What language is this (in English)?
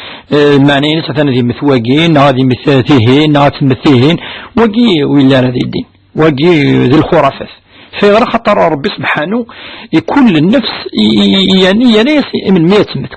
Kabyle